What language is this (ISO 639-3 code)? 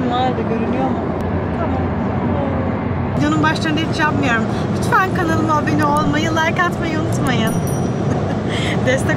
tur